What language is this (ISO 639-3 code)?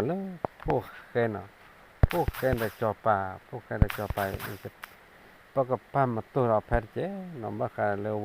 ksw